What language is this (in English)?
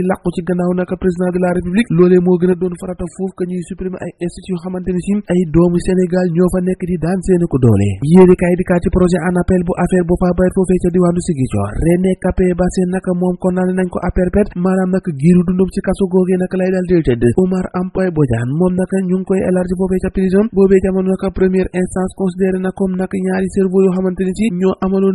Wolof